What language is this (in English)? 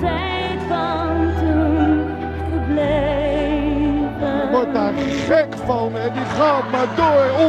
Dutch